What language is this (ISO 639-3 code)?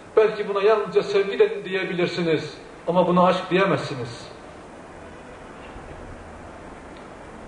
tur